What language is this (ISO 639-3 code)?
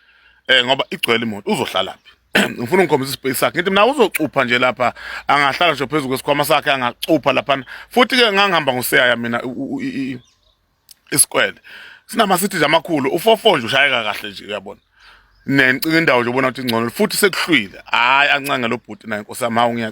zul